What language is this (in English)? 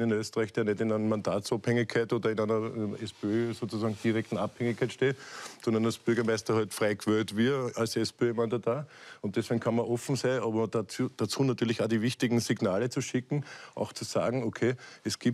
German